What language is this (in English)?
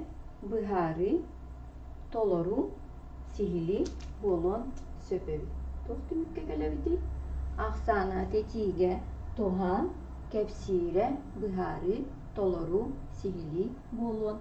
Yakut